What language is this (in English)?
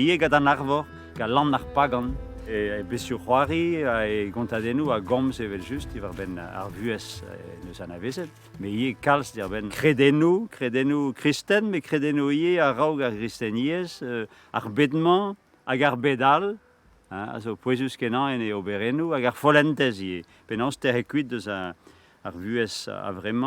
Breton